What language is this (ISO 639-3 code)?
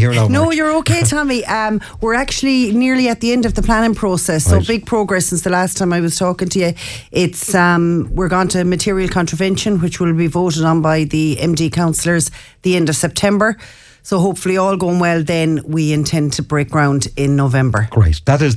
eng